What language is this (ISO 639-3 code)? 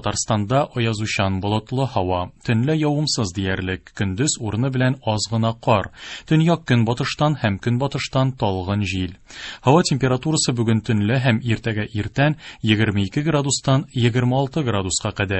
tat